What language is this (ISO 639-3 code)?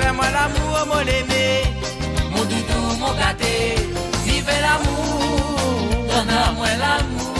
mfe